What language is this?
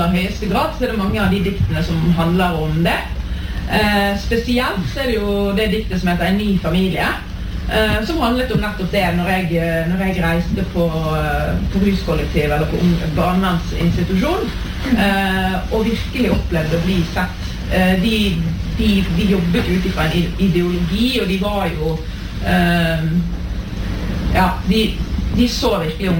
Norwegian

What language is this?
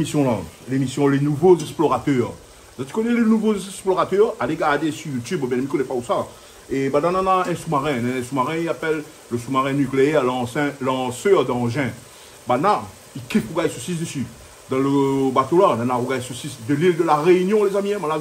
Réunion Creole French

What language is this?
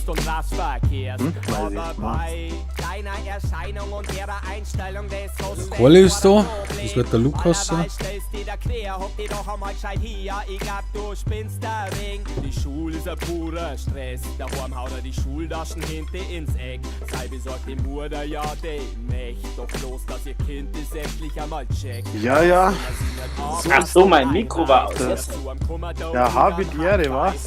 Bavarian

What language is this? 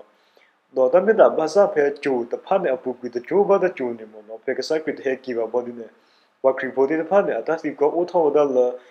S'gaw Karen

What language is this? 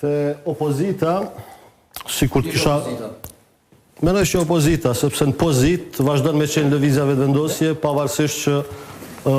Albanian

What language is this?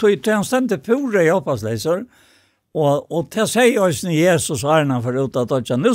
Faroese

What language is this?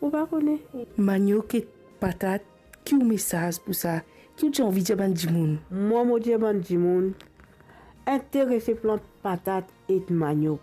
Morisyen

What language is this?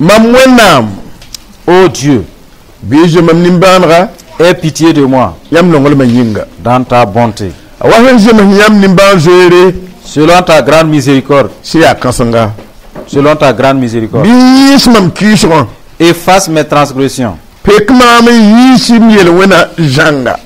Mossi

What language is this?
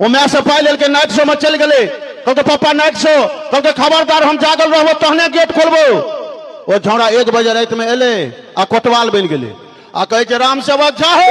Maithili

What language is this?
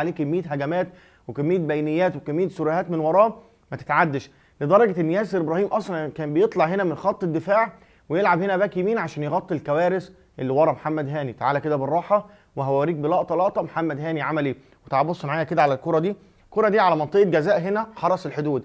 Egyptian Arabic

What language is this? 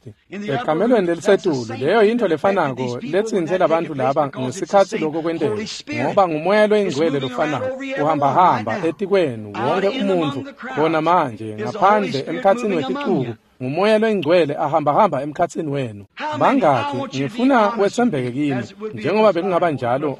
Swati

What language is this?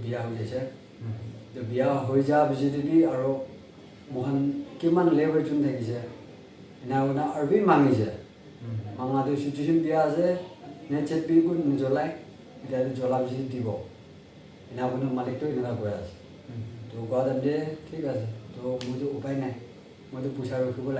Naga Pidgin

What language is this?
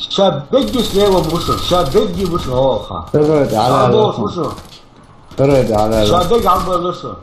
Chechen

